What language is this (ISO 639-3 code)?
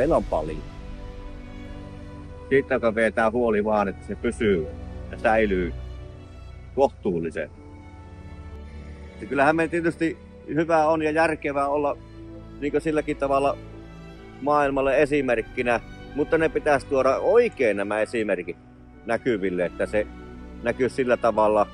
fin